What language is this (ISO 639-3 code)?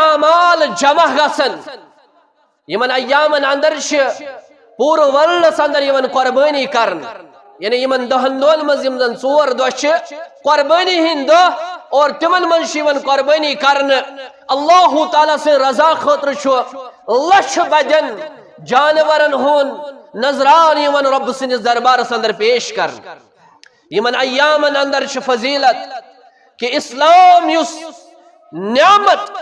kas